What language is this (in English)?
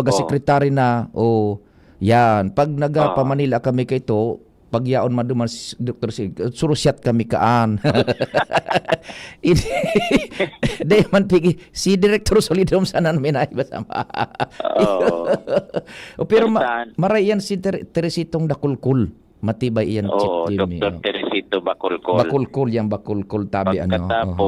Bikol